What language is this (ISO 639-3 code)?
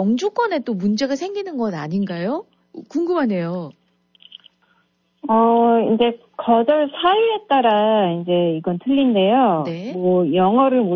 kor